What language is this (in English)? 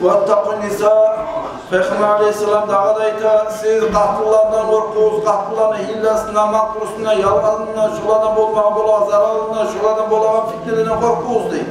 Kumyk